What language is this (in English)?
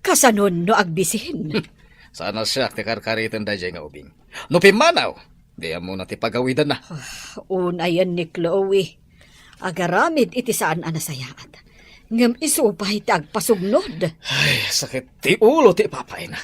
Iloko